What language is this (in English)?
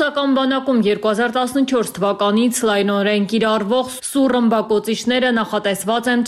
Armenian